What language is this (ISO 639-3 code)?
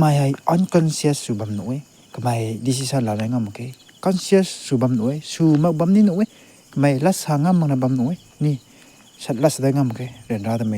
nbu